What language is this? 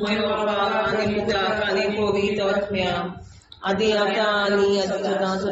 Konkani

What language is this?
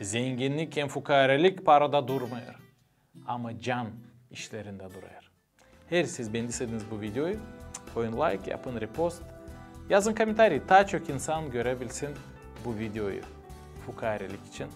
Gagauz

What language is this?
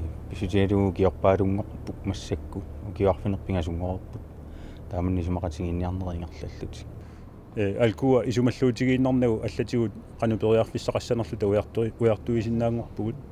Kalaallisut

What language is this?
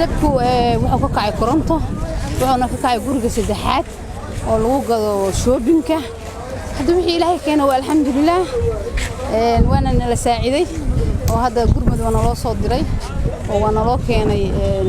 Somali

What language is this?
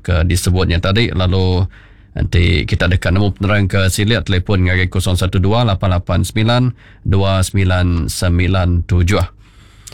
Iban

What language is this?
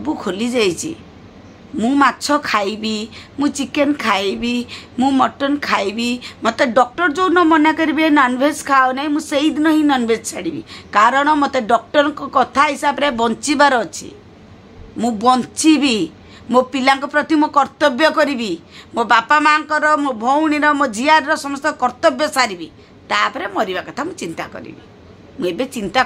Odia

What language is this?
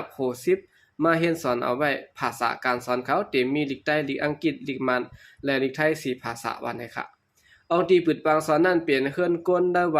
Shan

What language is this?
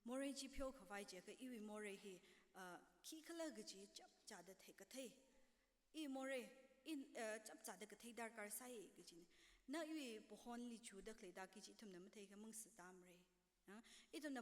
Tangkhul Naga (India)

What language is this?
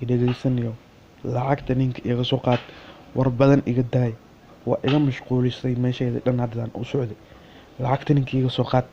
Somali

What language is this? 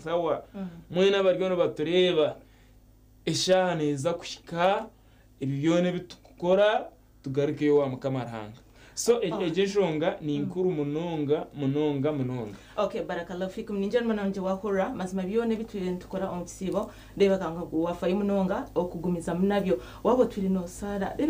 Nyankole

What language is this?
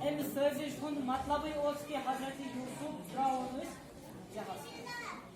Kashmiri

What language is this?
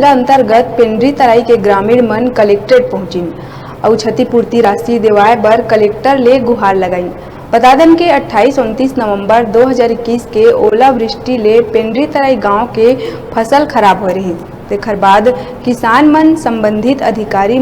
Chhattisgarhi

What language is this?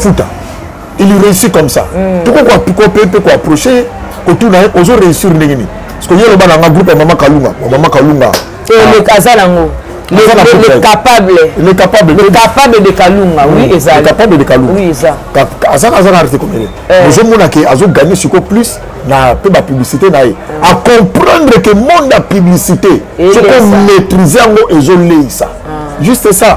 Lingala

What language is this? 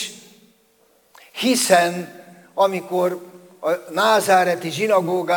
Hungarian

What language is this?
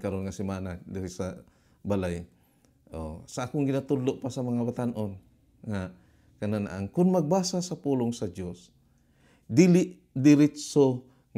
Cebuano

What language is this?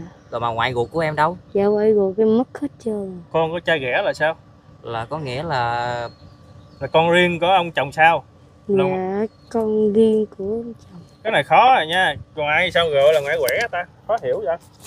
Vietnamese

